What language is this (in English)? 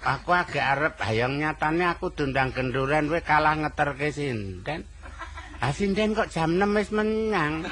Javanese